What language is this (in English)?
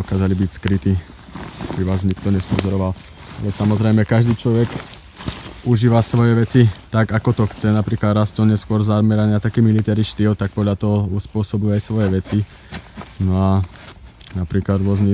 Slovak